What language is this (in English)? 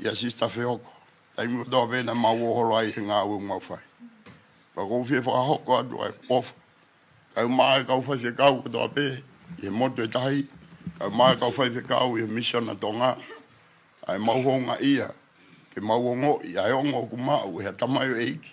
Tongan